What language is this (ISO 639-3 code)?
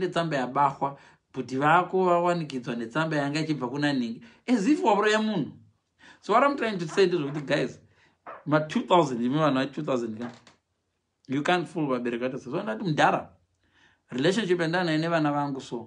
sna